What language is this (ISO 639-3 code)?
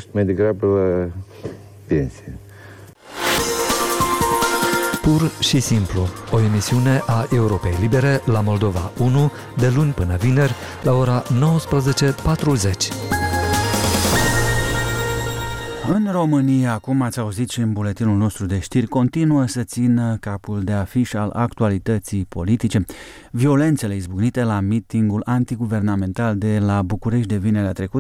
ron